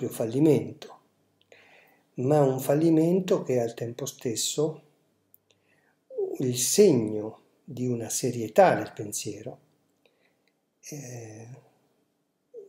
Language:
Italian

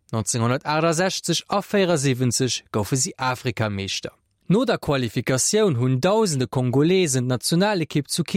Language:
Luxembourgish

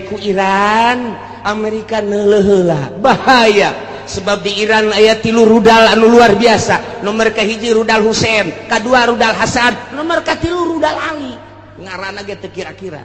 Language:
Sundanese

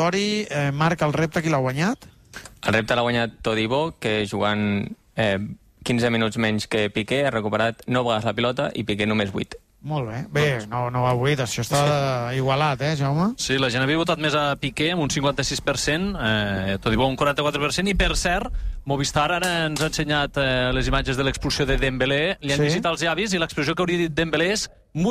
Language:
Catalan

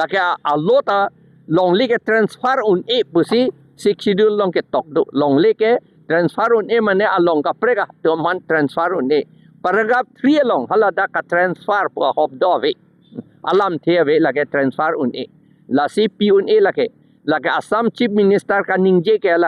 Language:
Karbi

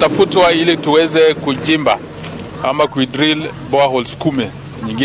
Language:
Gusii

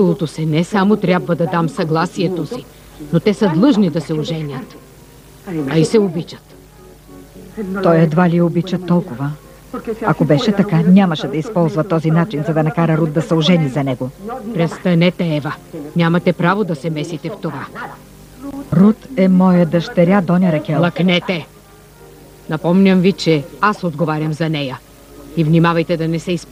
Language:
Bulgarian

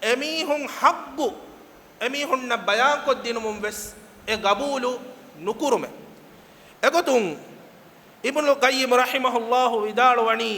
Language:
Divehi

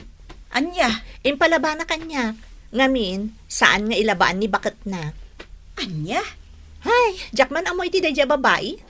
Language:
Iloko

